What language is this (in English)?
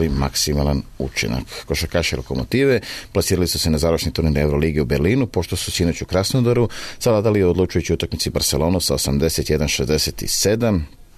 Serbian